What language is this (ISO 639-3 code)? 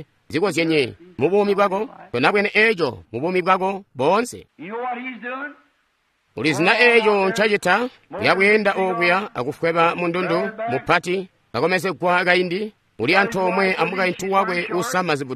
toi